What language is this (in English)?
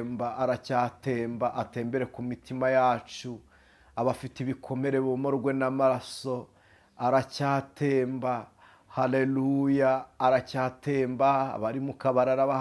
Kinyarwanda